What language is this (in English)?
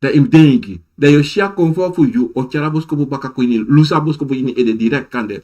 Sranan Tongo